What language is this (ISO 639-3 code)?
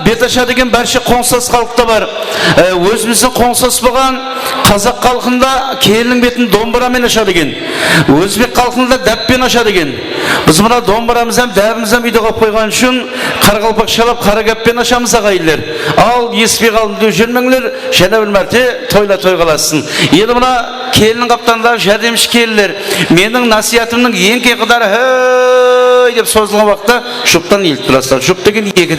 kaa